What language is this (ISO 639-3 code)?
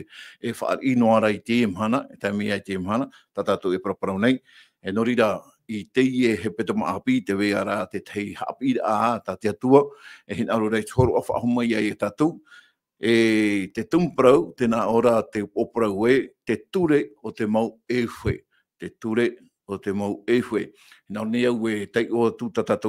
tah